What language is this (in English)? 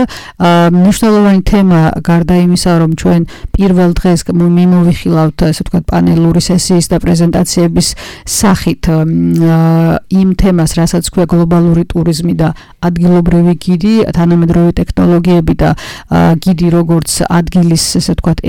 Georgian